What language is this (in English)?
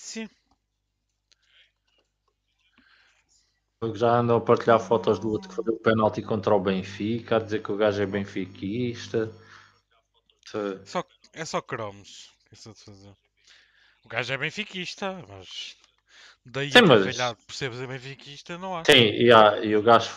Portuguese